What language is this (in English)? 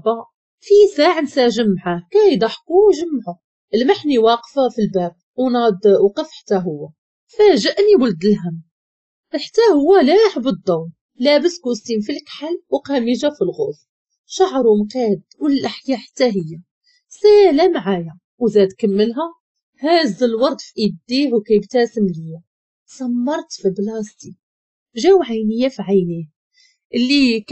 Moroccan Arabic